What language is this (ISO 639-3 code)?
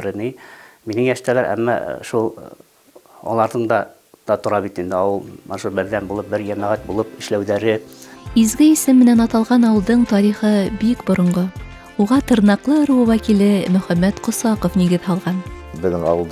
bak